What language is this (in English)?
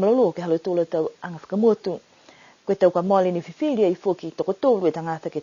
Niuean